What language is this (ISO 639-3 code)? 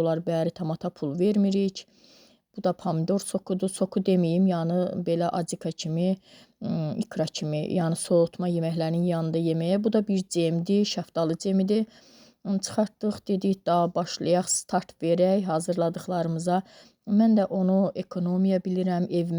aze